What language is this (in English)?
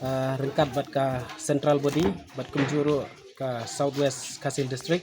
Khasi